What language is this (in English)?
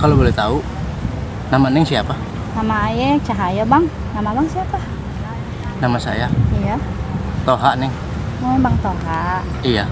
Betawi